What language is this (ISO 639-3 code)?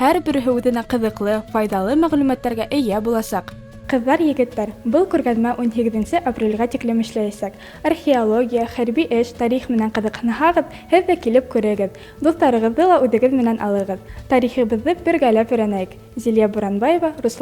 bak